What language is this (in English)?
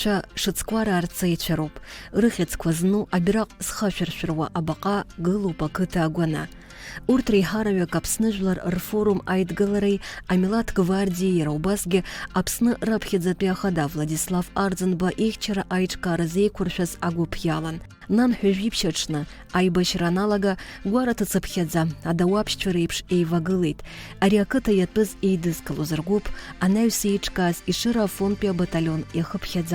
Abkhazian